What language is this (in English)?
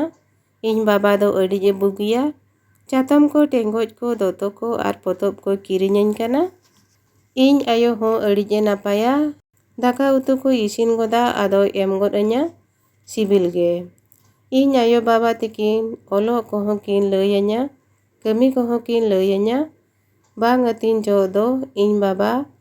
Santali